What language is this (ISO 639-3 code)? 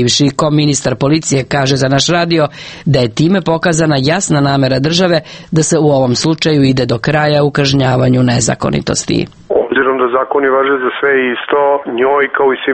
srp